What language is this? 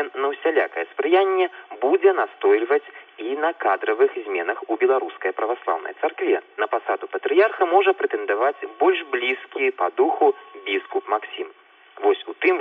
Belarusian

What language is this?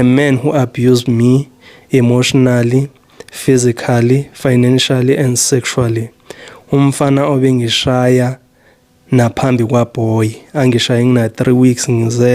Zulu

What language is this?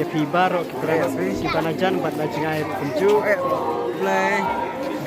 Khasi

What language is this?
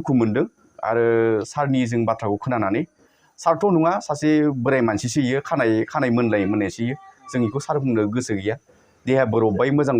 Bodo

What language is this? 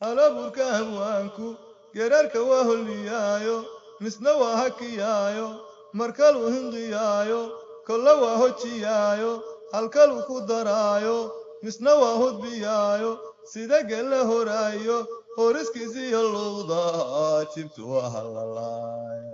Somali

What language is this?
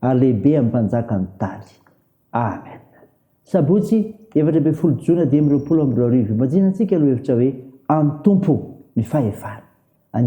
Malagasy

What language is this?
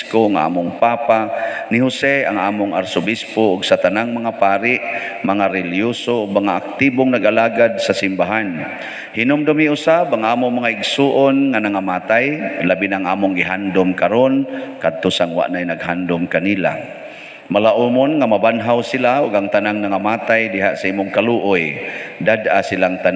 Cebuano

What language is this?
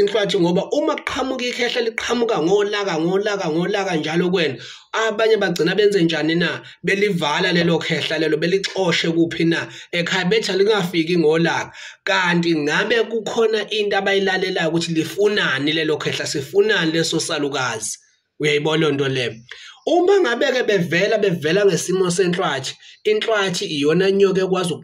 Zulu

